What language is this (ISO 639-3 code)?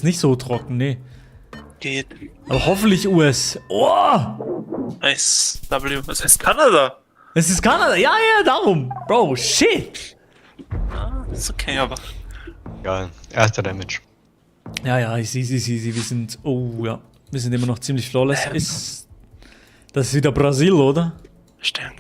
gsw